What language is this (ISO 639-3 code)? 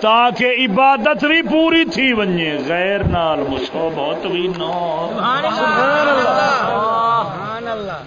skr